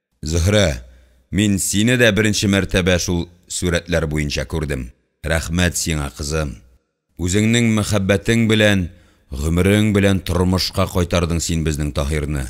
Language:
Tatar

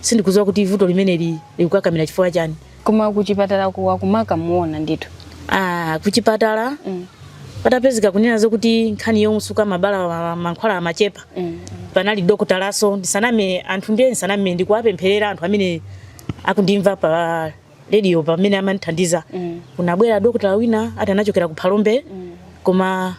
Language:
Nyanja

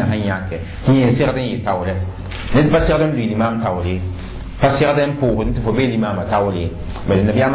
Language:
Mossi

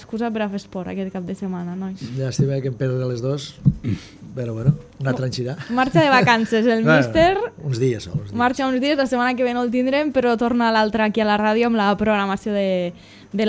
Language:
Catalan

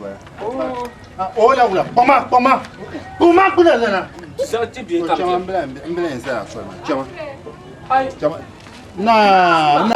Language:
Dagbani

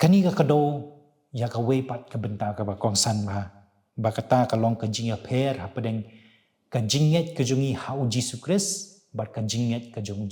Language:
Khasi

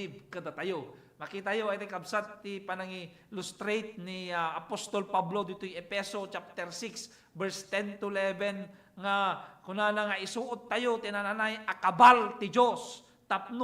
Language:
Iloko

